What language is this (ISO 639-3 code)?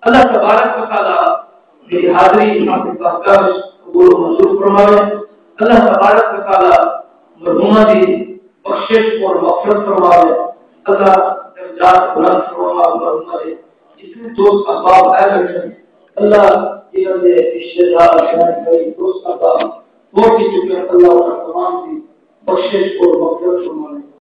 skr